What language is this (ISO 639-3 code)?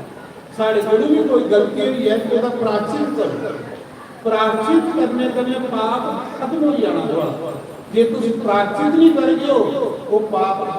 doi